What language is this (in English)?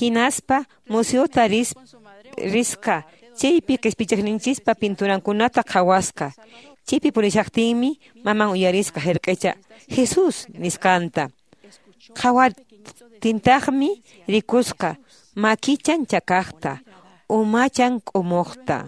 Quechua